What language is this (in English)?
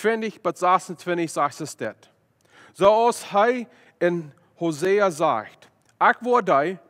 Plautdietsch